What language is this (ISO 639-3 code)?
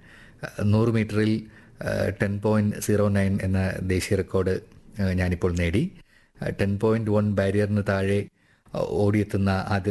mal